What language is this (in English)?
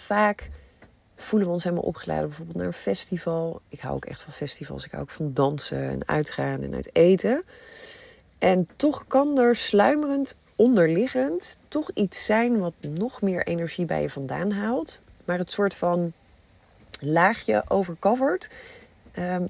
Dutch